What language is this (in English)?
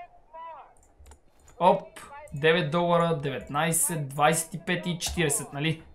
Bulgarian